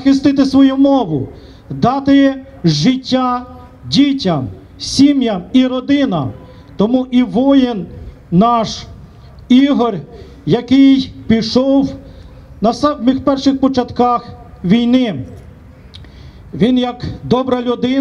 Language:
Ukrainian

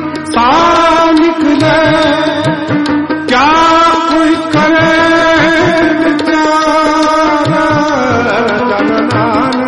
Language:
Punjabi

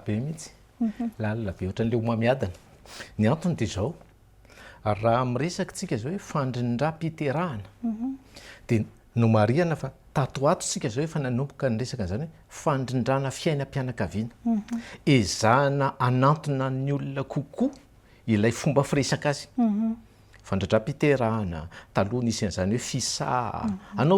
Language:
Malagasy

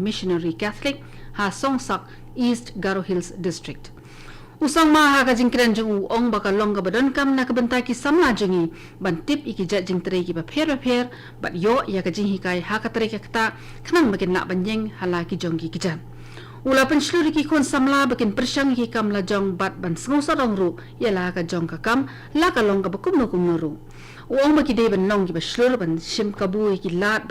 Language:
Khasi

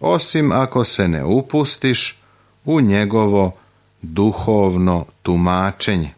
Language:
Serbian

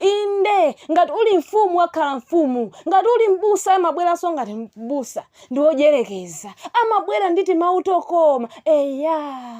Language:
Nyanja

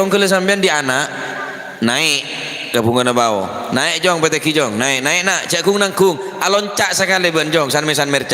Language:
Madurese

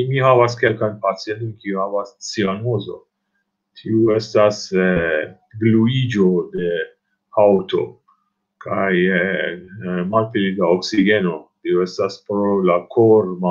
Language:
Esperanto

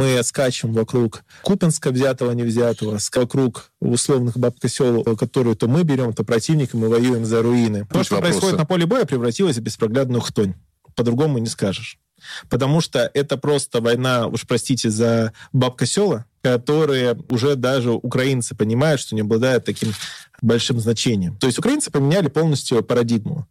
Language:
Russian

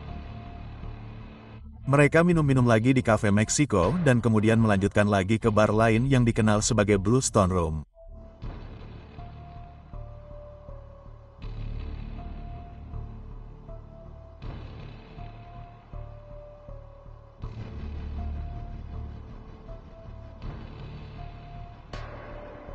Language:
Indonesian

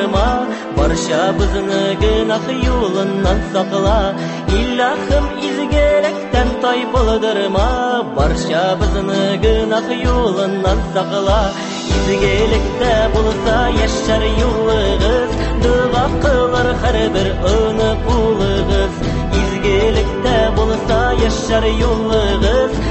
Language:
Tatar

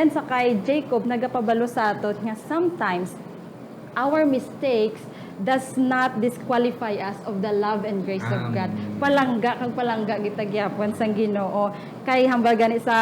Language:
Hiligaynon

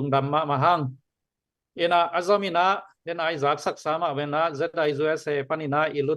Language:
Tedim Chin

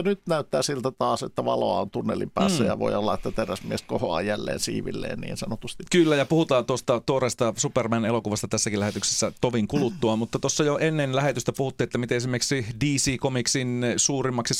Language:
Finnish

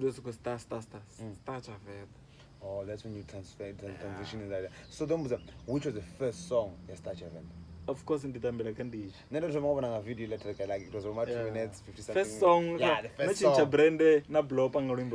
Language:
Venda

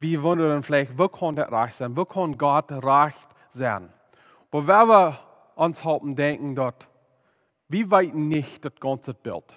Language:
Plautdietsch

